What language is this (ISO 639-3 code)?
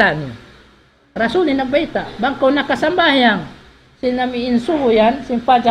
tsg